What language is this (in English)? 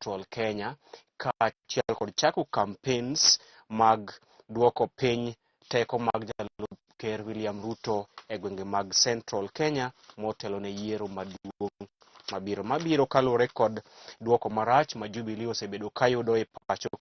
Luo (Kenya and Tanzania)